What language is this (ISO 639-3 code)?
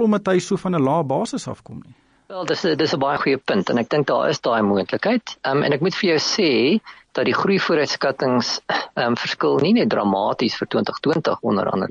afr